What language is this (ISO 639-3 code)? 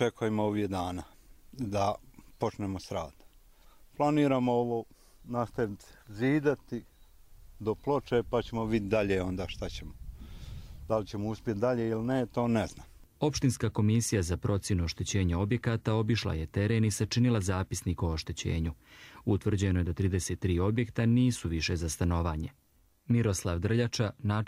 hrv